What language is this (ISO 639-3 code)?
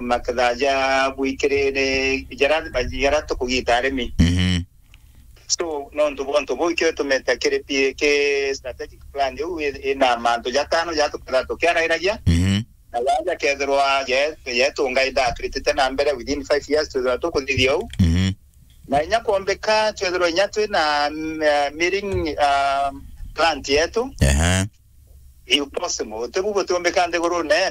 mer